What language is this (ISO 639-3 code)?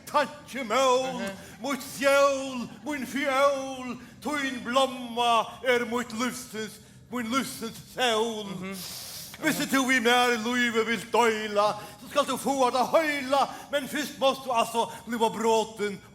fao